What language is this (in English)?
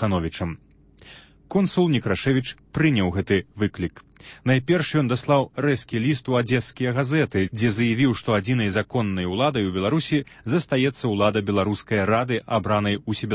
Belarusian